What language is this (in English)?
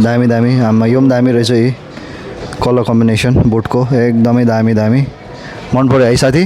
Nepali